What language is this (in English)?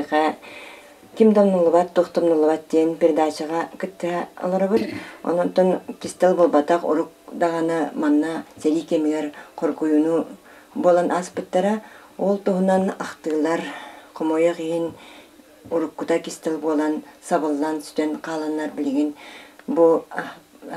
Yakut